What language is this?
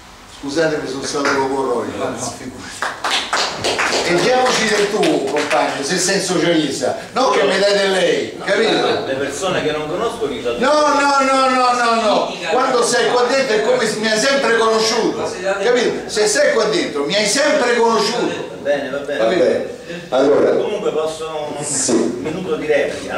Italian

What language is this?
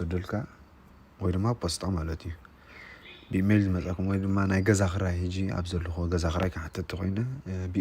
Tigrinya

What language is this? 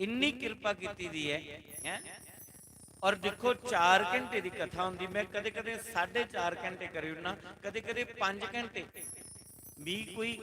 Dogri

